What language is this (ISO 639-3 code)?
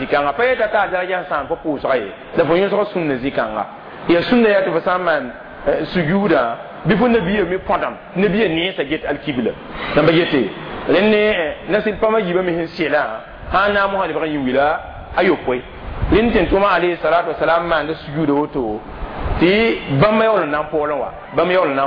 mos